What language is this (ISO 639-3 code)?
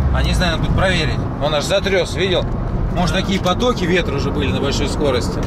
rus